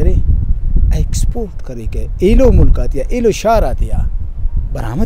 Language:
Brahui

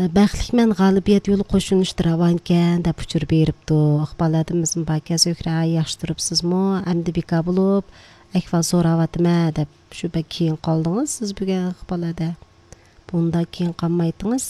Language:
Uyghur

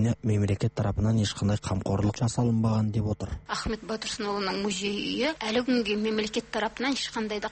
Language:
Kazakh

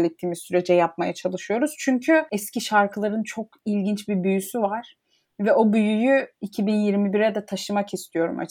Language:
Turkish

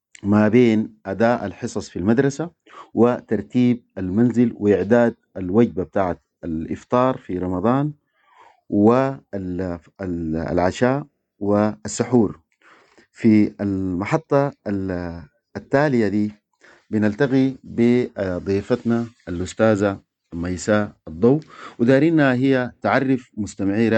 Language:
Sudanese Arabic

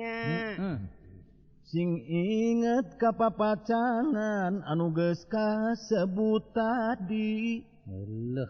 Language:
Sundanese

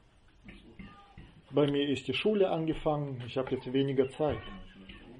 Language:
German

